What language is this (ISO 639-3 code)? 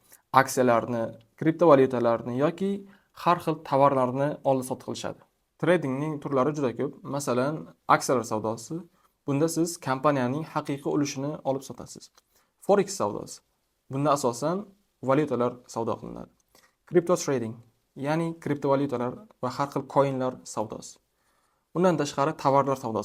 uzb